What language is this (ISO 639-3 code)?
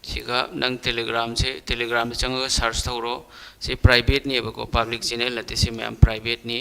mni